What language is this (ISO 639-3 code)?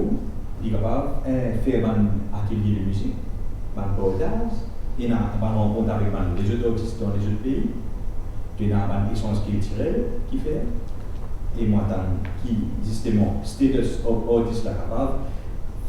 mfe